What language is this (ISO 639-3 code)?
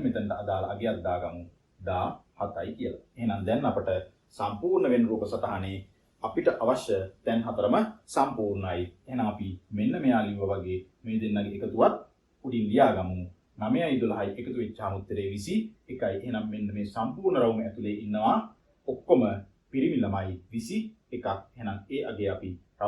sin